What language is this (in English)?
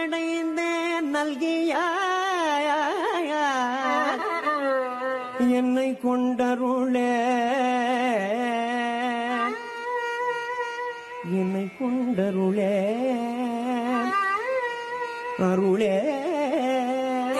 Tamil